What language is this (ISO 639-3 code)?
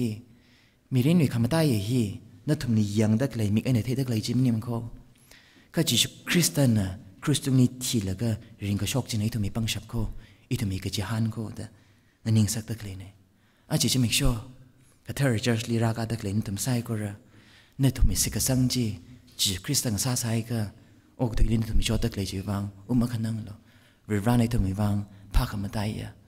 nmf